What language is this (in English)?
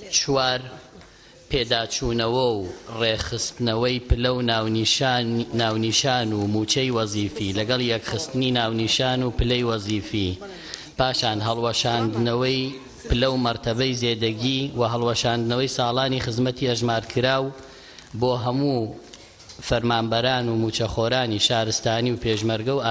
Central Kurdish